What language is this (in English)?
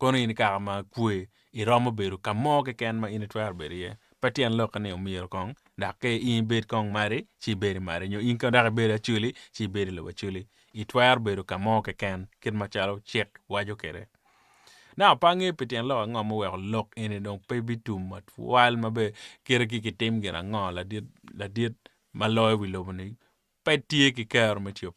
Acoli